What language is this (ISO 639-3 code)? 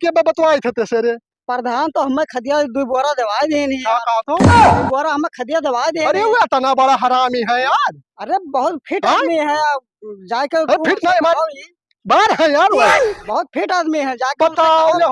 awa